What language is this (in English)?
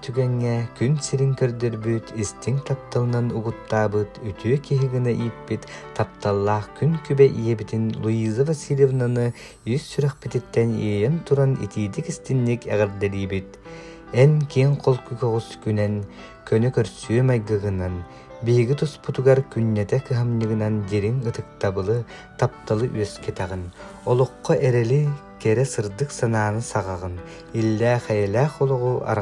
Yakut